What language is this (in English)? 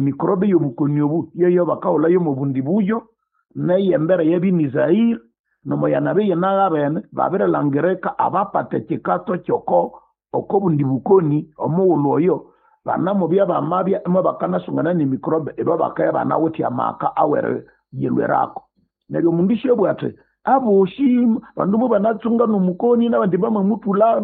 Nande